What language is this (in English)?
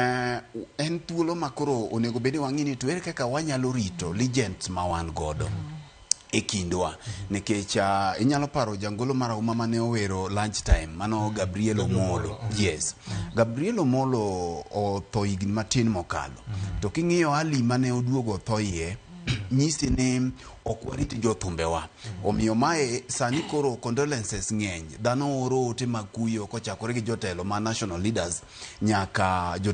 Luo (Kenya and Tanzania)